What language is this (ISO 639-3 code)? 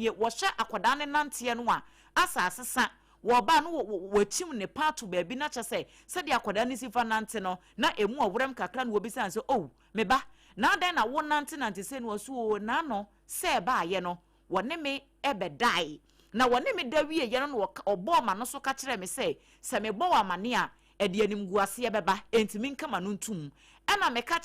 aka